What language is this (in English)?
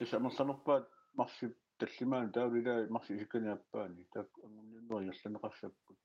Kalaallisut